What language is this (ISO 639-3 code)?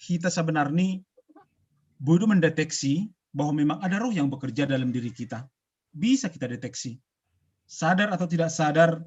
bts